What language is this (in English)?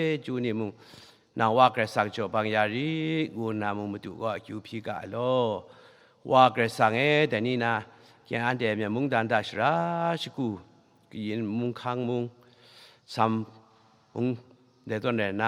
Kachin